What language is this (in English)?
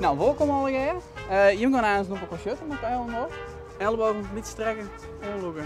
Western Frisian